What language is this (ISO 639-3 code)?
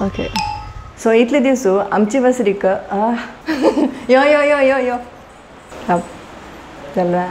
kok